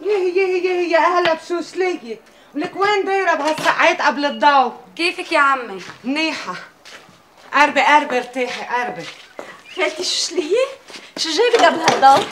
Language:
North Levantine Arabic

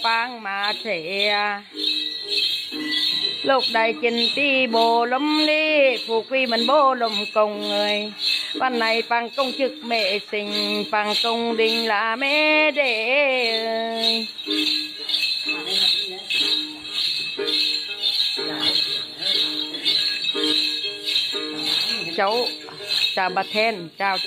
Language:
Vietnamese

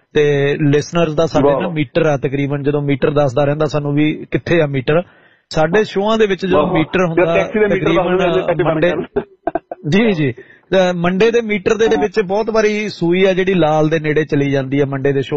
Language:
Punjabi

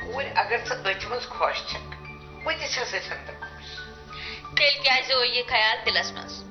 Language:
Kashmiri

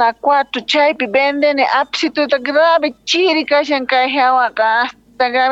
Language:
Quechua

